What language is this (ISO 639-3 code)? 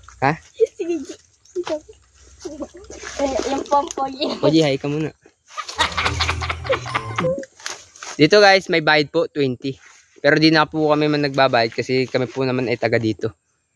fil